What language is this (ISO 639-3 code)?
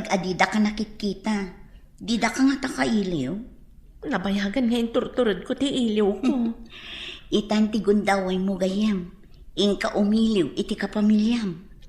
ilo